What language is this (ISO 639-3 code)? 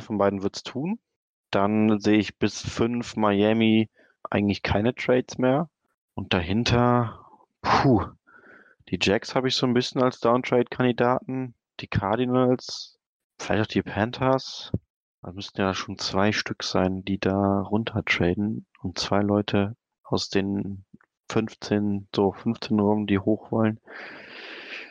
deu